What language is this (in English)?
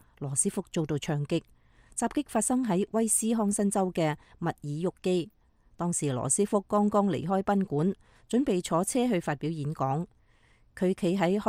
Cantonese